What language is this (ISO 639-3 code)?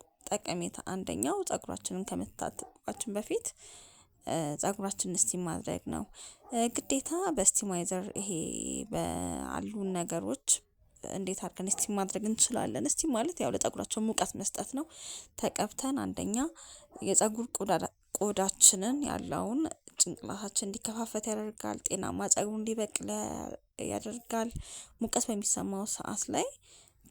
amh